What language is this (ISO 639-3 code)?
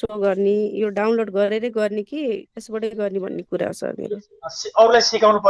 nep